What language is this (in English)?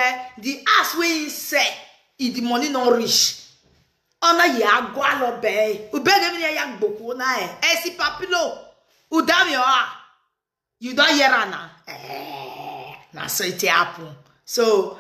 Nigerian Pidgin